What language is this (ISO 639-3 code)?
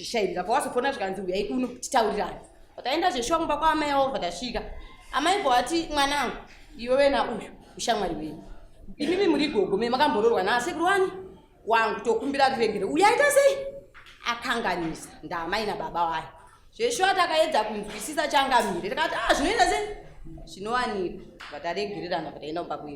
sna